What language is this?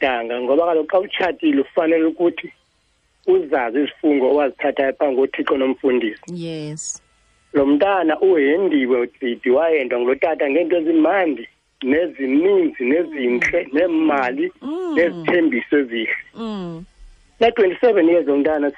Xhosa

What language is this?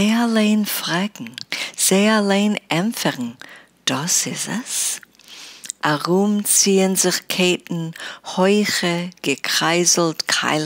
Yiddish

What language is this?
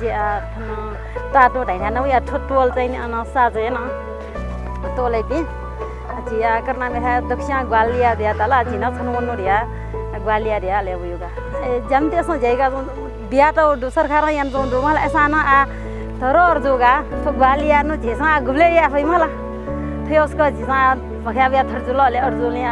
Newari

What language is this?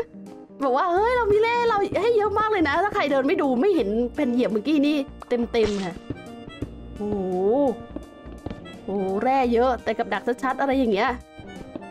Thai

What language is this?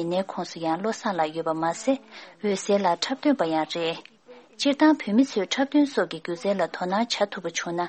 Tibetan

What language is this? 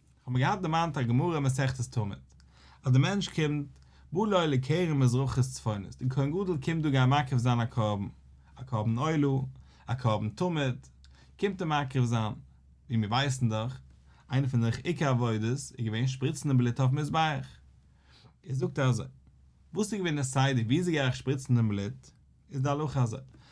Yiddish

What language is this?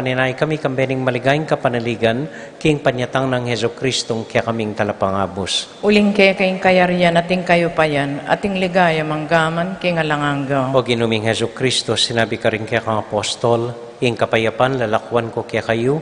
Pampanga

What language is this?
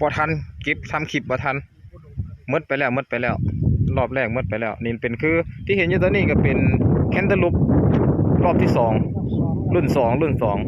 Northeastern Thai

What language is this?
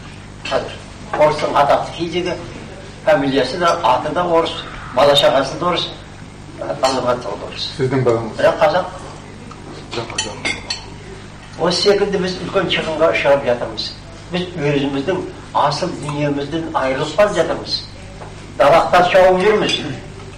Kazakh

